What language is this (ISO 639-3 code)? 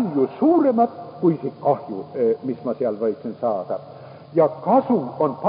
est